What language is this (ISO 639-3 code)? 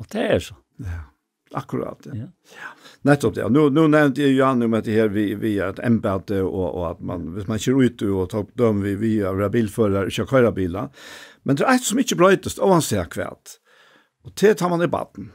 fao